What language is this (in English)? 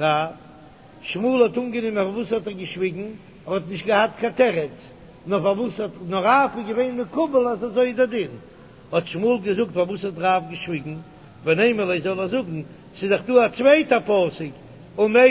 Yiddish